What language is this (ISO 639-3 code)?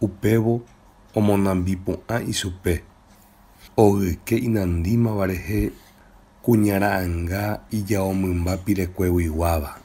grn